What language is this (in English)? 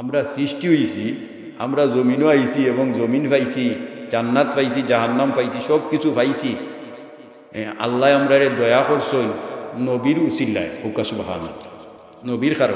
Sylheti